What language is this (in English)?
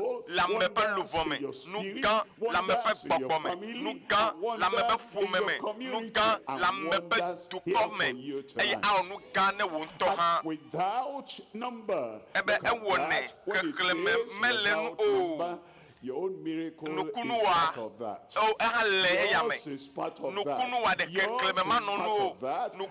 Ewe